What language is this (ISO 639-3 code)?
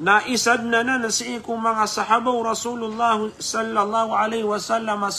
mrw